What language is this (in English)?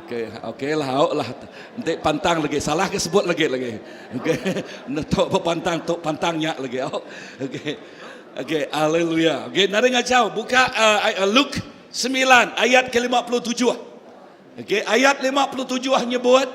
Iban